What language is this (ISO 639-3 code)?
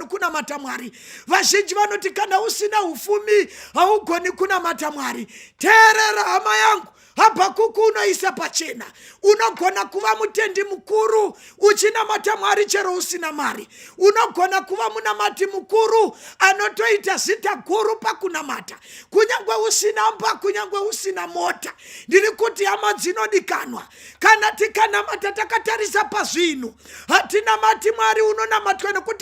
sna